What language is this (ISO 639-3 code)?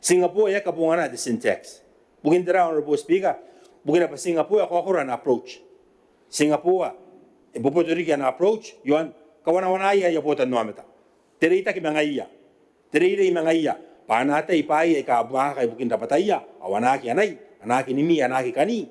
gil